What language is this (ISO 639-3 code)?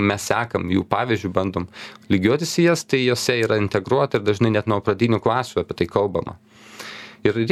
lit